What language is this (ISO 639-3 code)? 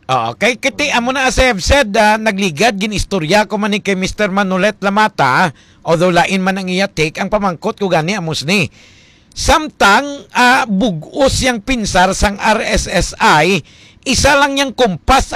hil